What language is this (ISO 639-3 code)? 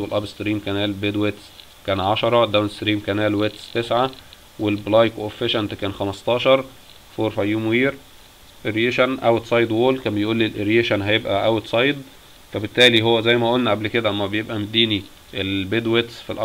arz